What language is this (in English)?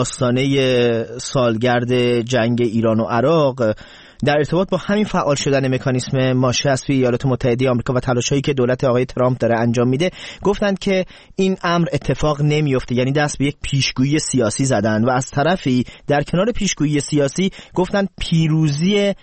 Persian